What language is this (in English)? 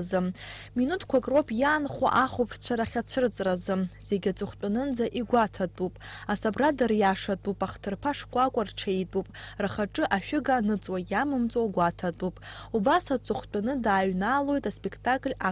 Abkhazian